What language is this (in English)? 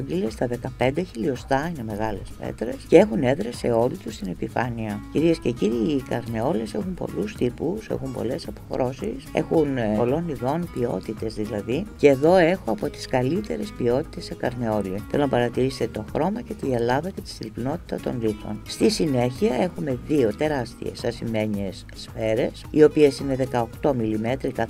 Greek